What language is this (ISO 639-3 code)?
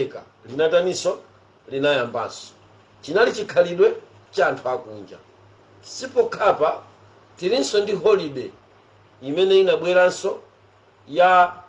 nya